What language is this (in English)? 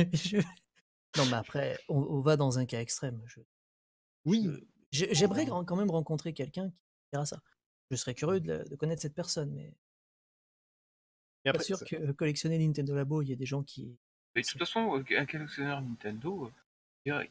French